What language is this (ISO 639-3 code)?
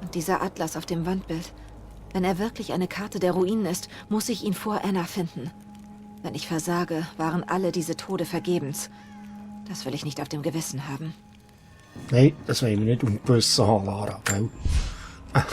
gsw